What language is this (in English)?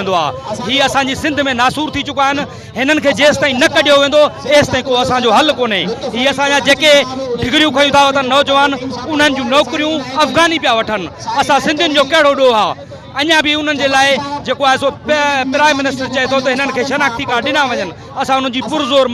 Sindhi